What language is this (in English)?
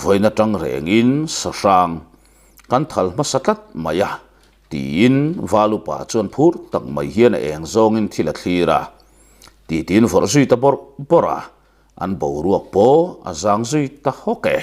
Mizo